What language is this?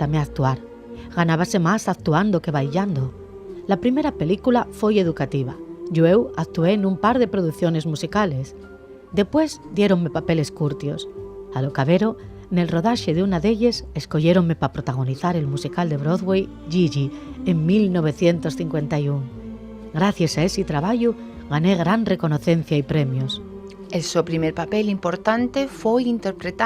Asturian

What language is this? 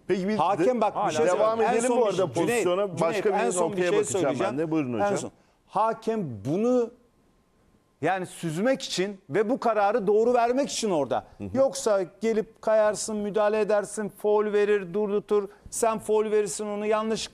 Turkish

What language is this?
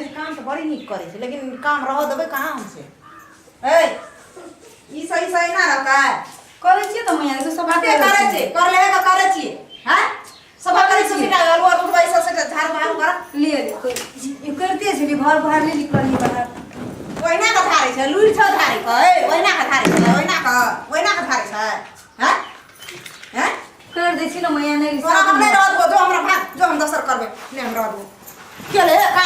Maithili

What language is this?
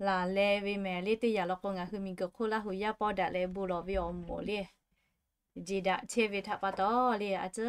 Lahu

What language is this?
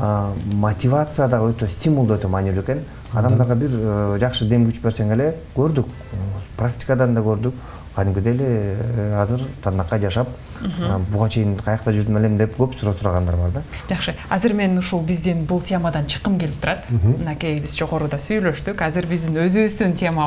Kyrgyz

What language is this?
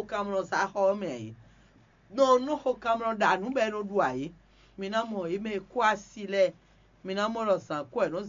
Fon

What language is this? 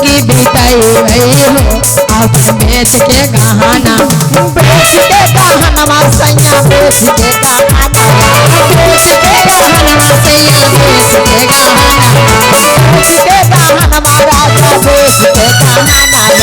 Magahi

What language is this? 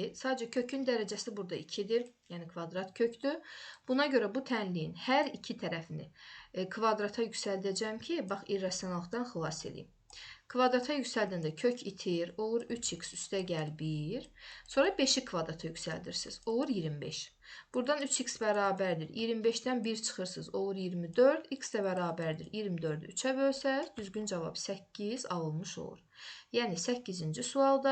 Azerbaijani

